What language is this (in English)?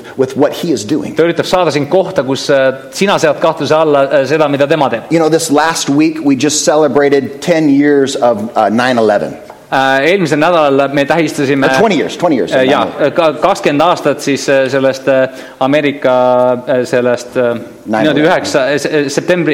Estonian